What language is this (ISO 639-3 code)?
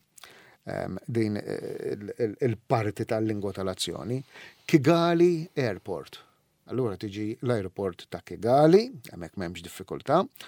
mlt